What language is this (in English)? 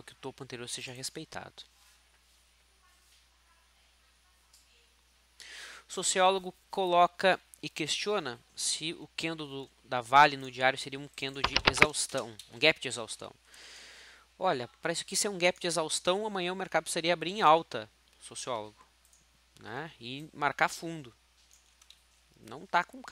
Portuguese